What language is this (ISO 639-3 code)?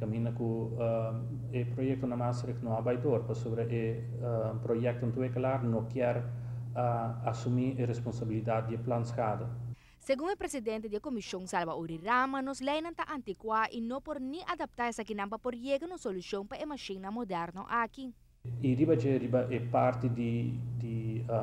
pap